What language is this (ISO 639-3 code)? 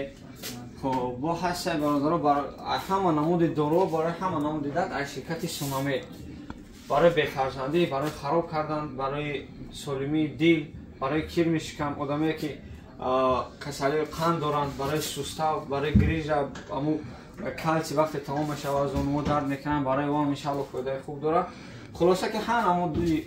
tgk